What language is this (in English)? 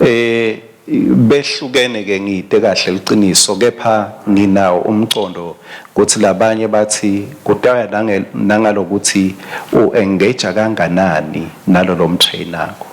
Swati